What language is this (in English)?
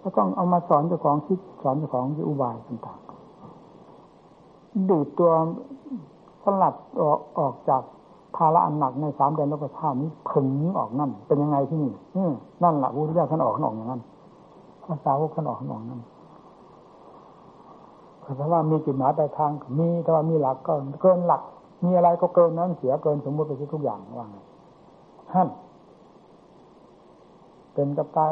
Thai